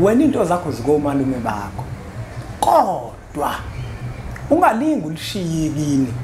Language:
Zulu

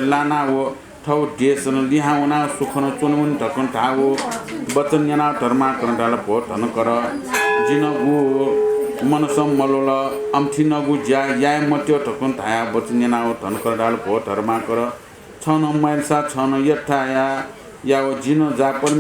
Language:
Newari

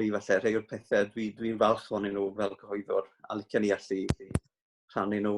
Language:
Welsh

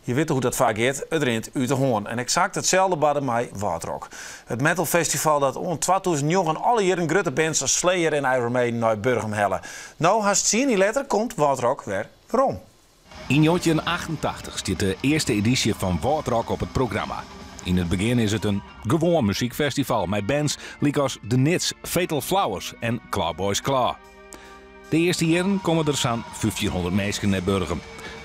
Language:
Western Frisian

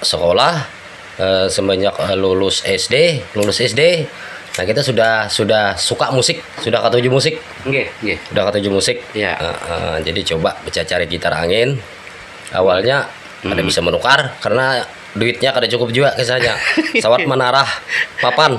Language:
Banjar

